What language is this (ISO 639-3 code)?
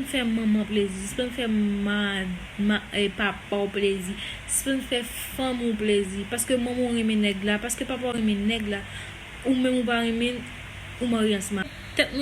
hat